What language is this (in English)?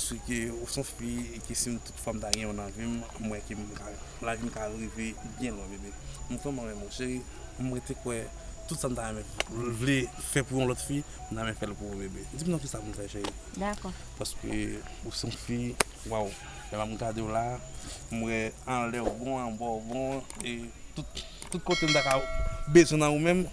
Haitian Creole